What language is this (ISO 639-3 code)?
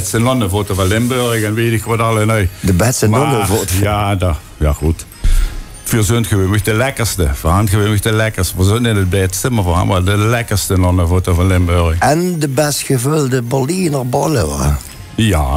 lim